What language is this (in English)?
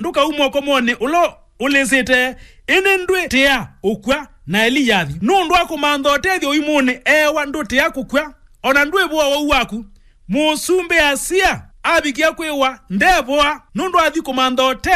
Kamba